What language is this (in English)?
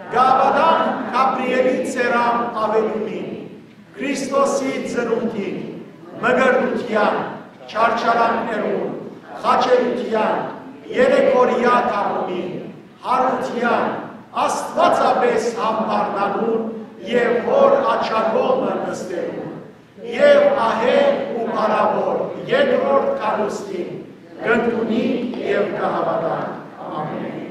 Western Armenian